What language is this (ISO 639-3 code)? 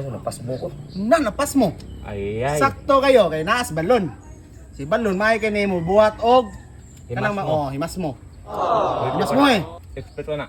ceb